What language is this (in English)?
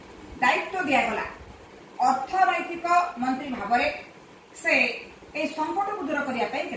Odia